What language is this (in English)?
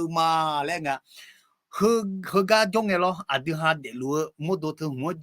Akha